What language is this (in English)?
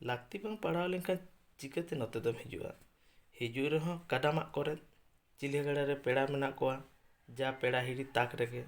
Santali